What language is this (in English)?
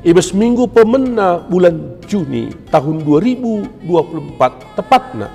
Batak Karo